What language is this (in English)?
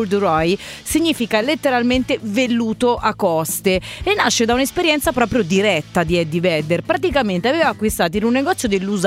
Italian